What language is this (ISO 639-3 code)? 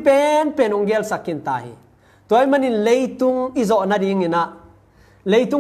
ctd